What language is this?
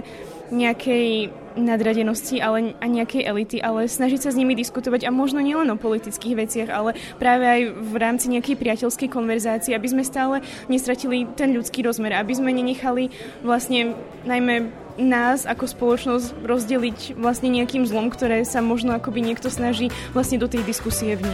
Slovak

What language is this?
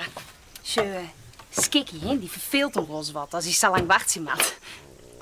Western Frisian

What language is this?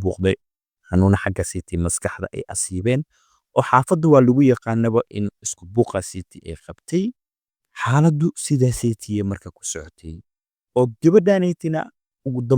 Somali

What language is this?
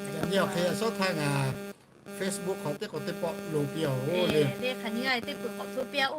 Lahu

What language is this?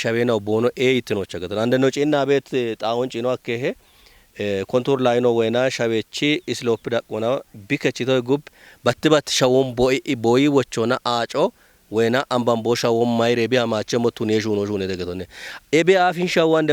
Kafa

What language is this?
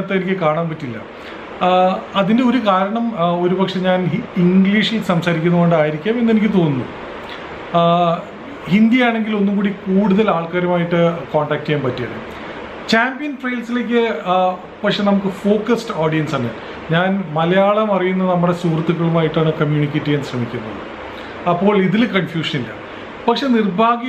Malayalam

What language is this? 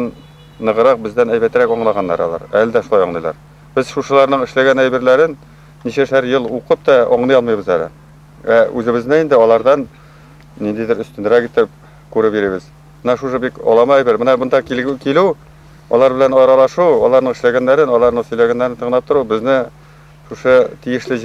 Bashkir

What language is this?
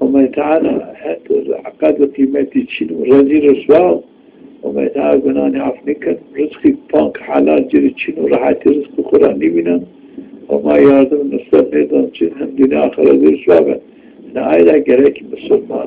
Zaza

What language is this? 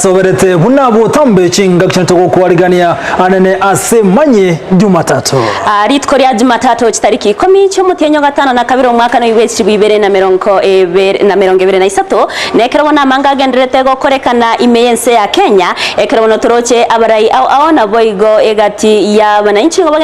Gusii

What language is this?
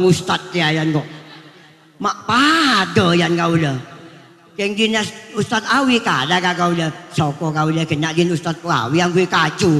Madurese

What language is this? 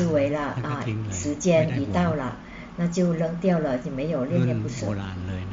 Chinese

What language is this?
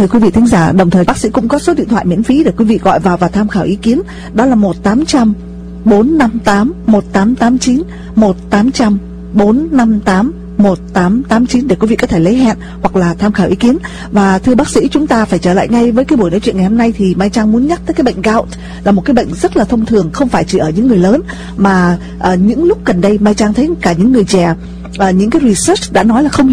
Vietnamese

